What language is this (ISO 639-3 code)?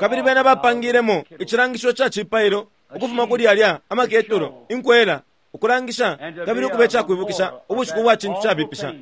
bem